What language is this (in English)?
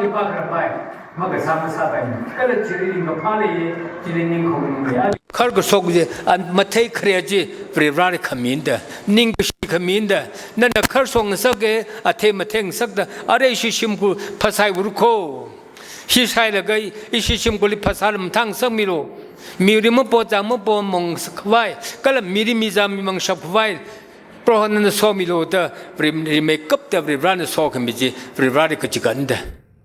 Tangkhul Naga (India)